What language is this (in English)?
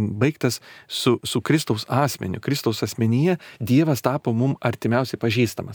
Lithuanian